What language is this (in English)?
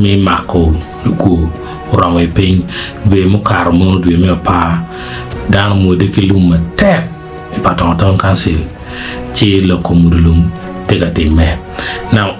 Acoli